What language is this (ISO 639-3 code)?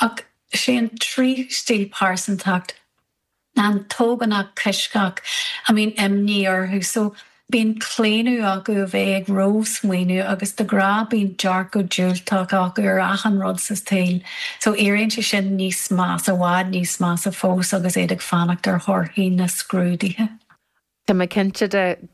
gle